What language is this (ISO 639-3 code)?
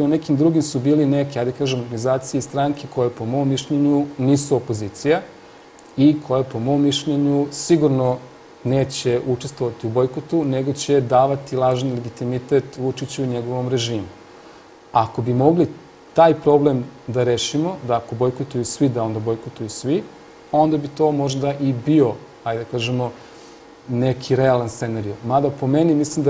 srp